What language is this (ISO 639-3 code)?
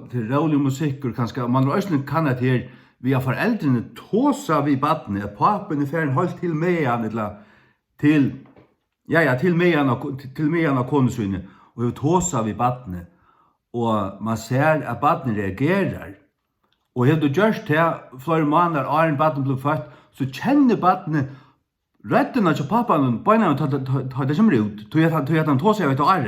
fao